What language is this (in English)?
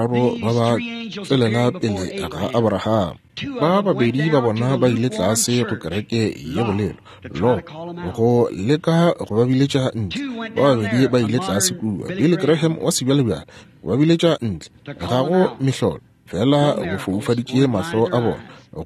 Northern Sotho